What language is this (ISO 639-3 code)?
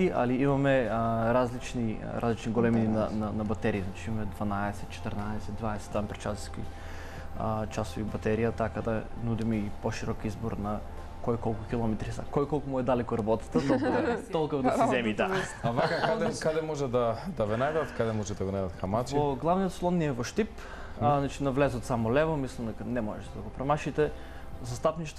mkd